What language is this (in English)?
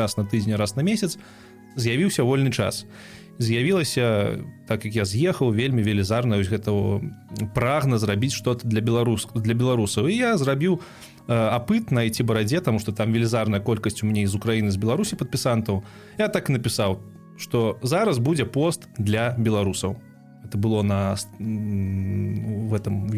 Belarusian